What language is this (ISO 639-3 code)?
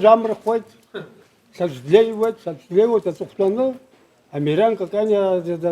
abk